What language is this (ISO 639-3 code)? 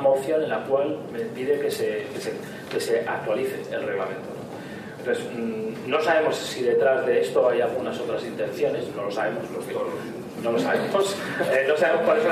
spa